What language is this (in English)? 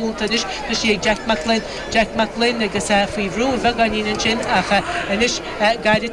Irish